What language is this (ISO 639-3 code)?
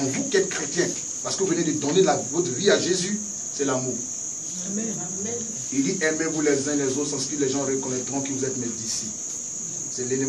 fra